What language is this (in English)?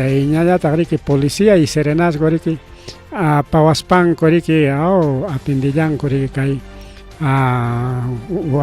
Ayacucho Quechua